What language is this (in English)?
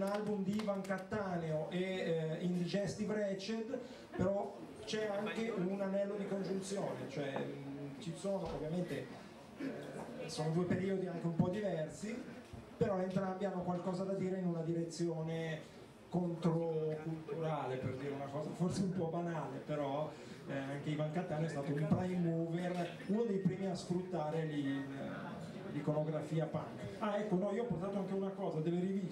Italian